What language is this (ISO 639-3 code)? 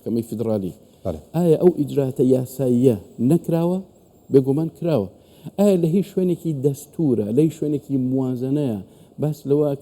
ckb